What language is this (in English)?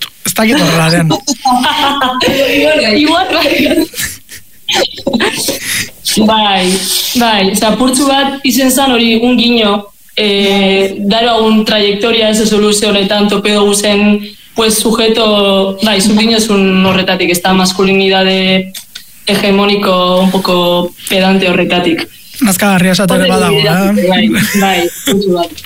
Basque